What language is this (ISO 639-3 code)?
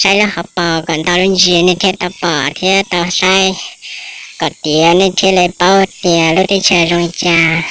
hmn